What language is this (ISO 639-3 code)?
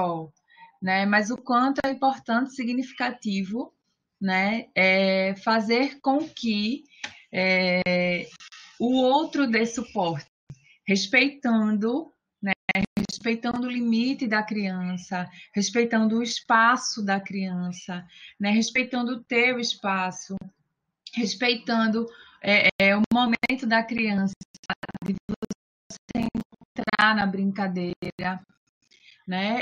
por